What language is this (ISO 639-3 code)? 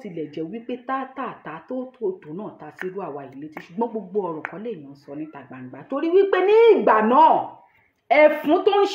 yor